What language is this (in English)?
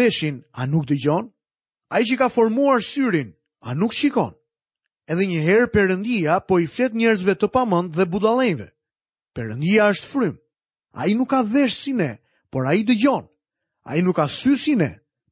Albanian